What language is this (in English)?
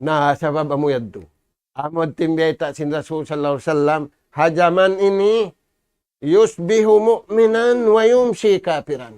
Tausug